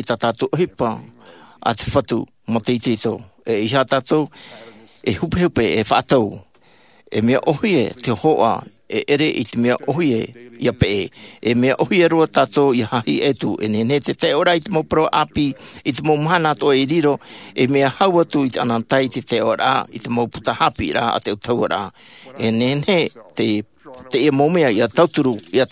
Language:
Tahitian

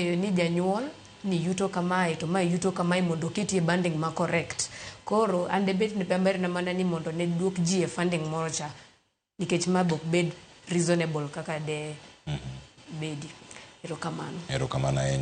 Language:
Luo (Kenya and Tanzania)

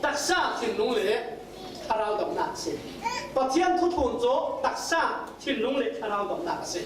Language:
Falam Chin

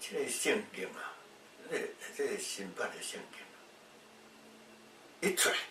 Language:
Min Nan Chinese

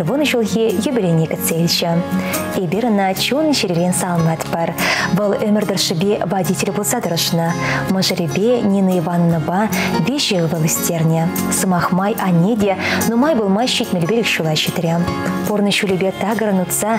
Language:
Chuvash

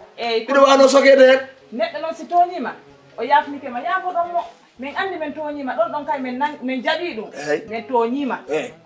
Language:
Fula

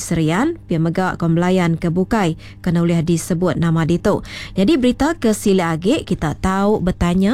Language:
Iban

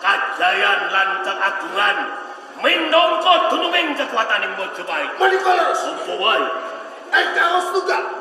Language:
Javanese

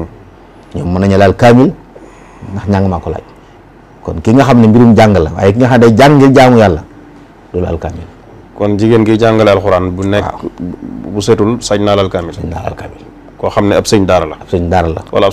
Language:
Wolof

